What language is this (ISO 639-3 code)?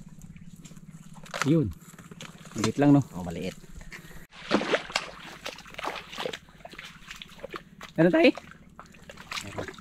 fil